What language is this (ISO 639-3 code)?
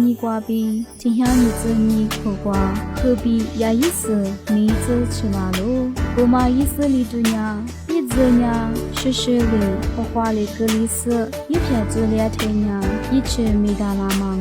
lis